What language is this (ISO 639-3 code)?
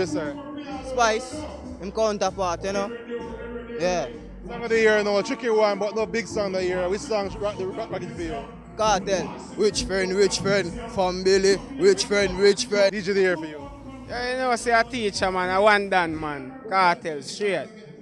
jam